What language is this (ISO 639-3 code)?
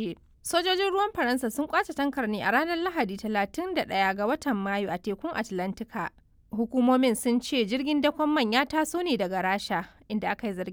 hau